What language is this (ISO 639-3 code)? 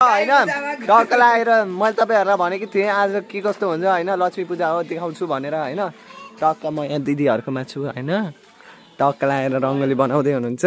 nep